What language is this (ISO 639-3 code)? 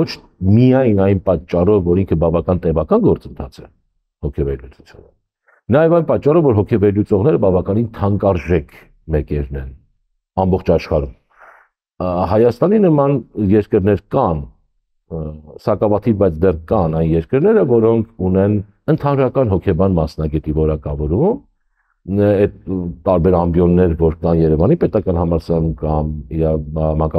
hye